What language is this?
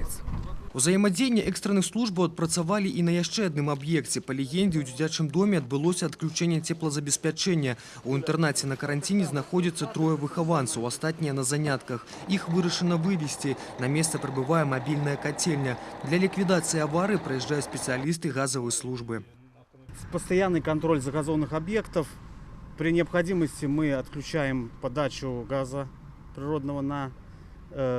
Belarusian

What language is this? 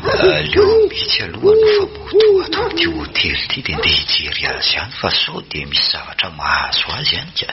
Malagasy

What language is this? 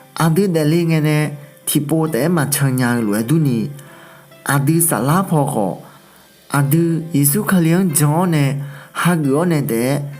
Akha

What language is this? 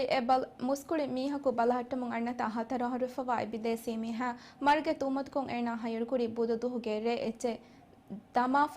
Divehi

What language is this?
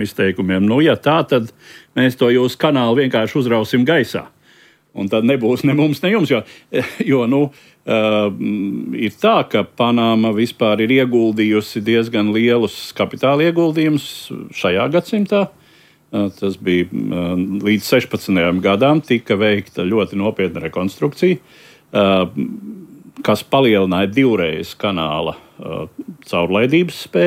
Latvian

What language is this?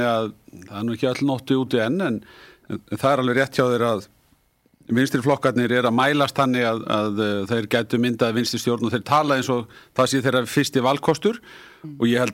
Icelandic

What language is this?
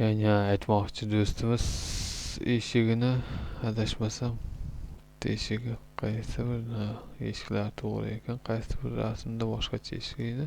Uzbek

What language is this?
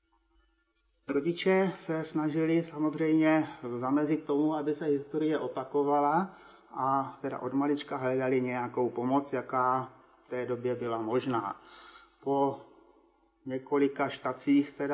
Czech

